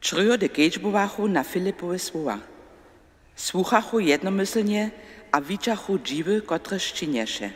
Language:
Upper Sorbian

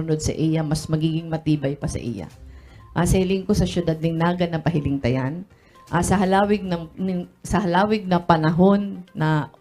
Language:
Bikol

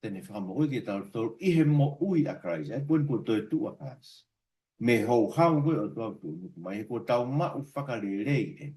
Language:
Tongan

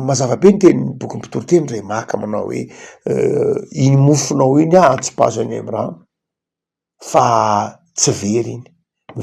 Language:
Malagasy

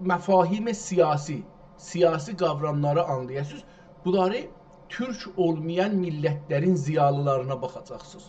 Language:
South Azerbaijani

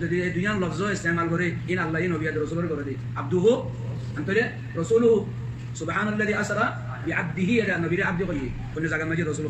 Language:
Rohingya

